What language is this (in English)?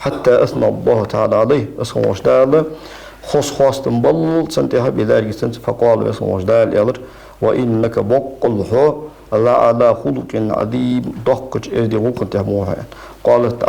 Ingush